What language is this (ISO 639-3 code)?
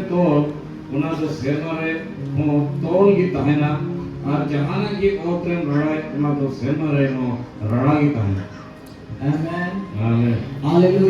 sat